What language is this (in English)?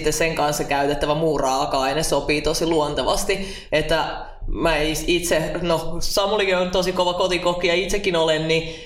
Finnish